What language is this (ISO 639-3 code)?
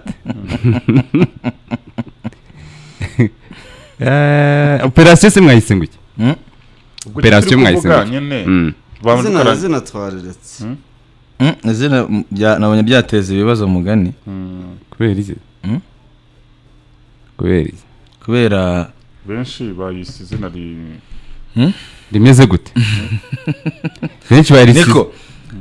kin